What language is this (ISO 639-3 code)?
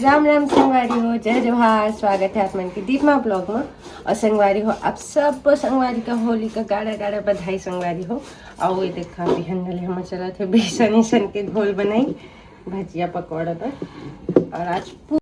hne